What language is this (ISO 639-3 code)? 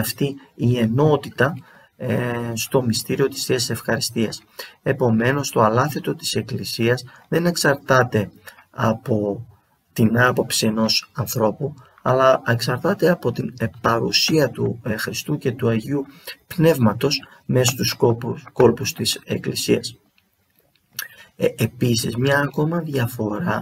ell